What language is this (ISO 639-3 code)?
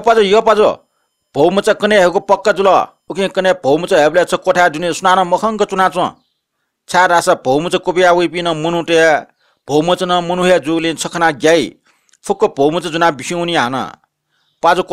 new